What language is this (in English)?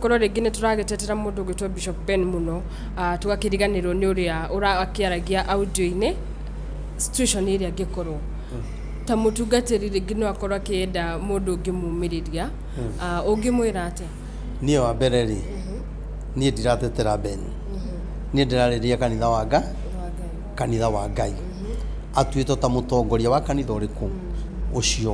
Kikuyu